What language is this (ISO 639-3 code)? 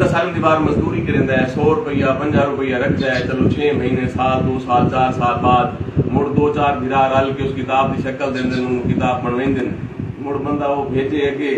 skr